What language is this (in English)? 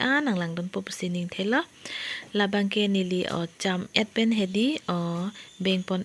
Karbi